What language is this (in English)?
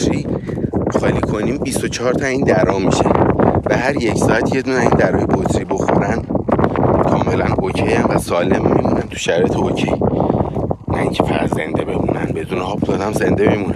Persian